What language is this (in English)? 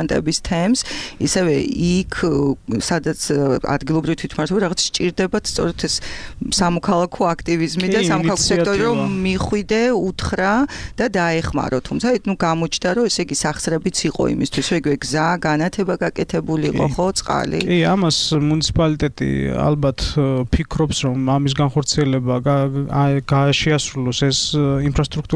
Georgian